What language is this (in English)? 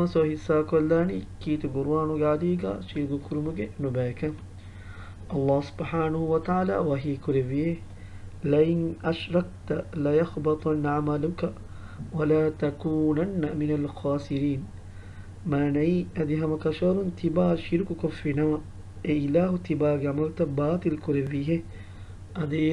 Divehi